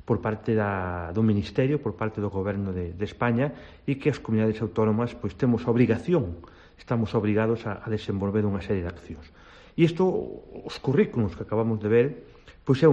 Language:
Galician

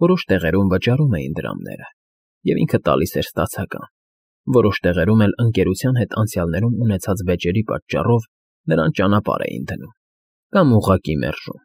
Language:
Armenian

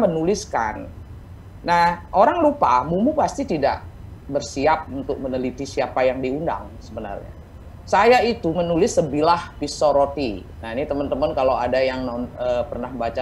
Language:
Indonesian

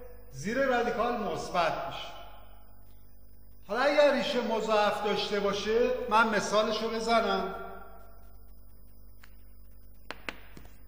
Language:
Persian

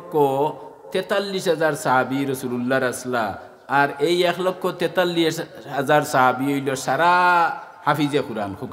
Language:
Sylheti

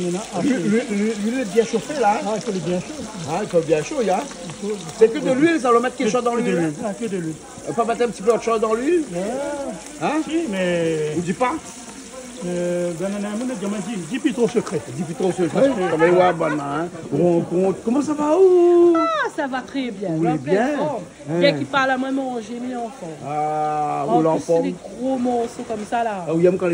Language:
Réunion Creole French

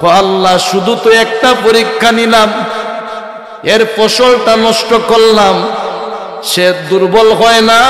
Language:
Sylheti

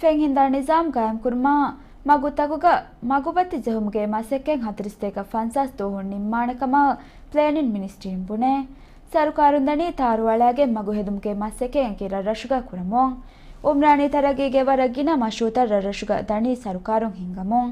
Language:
Divehi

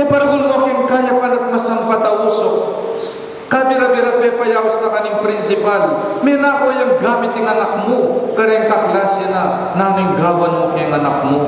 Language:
Pampanga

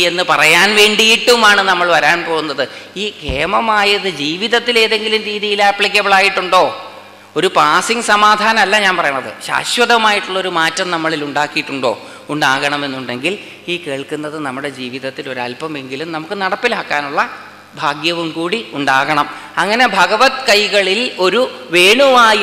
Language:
Malayalam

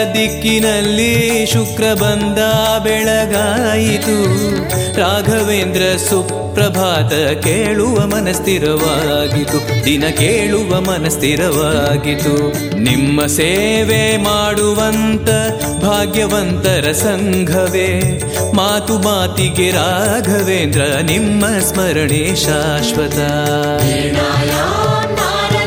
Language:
Kannada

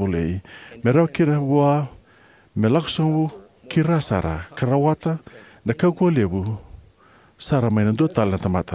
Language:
Fijian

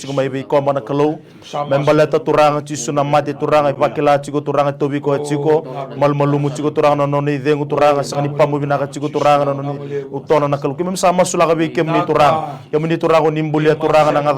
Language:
Fijian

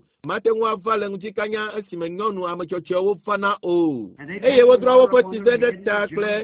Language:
Ewe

